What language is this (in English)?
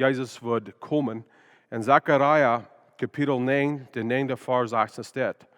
Plautdietsch